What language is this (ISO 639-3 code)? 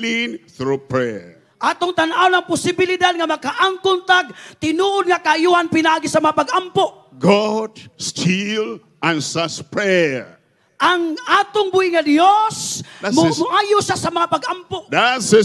ceb